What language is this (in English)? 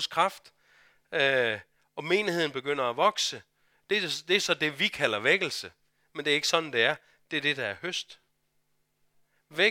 Danish